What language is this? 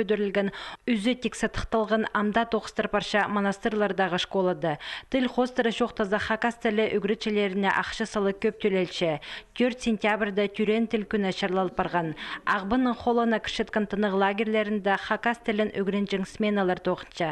Khakas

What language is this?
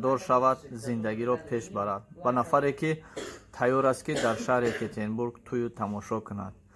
Tajik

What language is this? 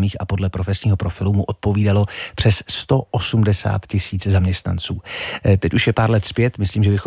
Czech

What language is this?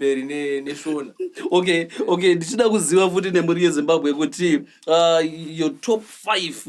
Shona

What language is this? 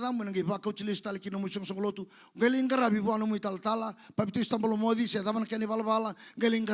Fijian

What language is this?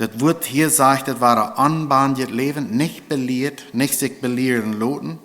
Plautdietsch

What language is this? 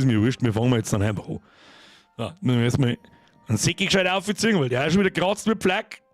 Bavarian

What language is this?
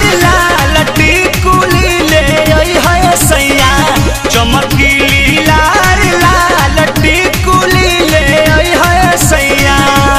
Bhojpuri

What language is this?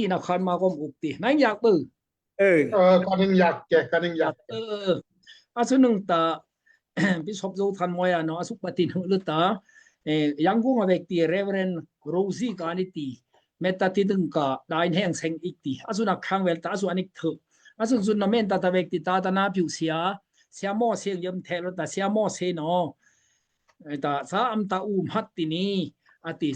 Daai Chin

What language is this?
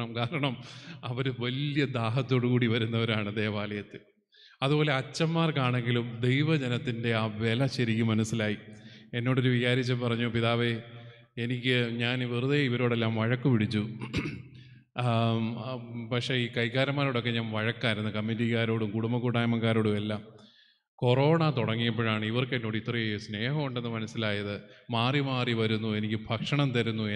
Malayalam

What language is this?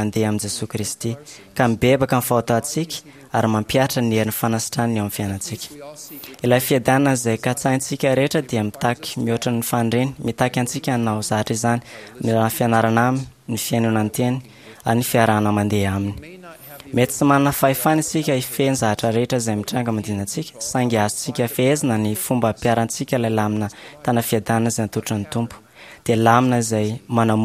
Malagasy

